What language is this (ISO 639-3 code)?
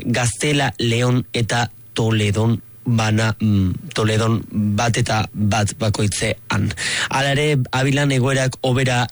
eus